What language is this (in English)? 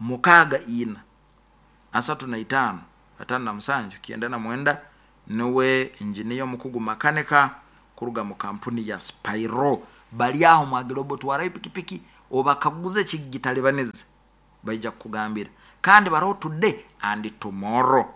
Nyoro